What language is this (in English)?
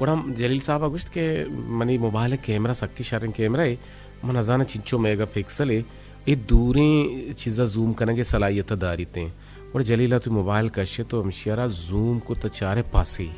Eastern Balochi